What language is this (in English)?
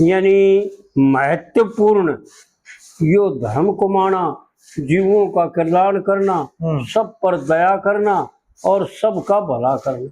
Haryanvi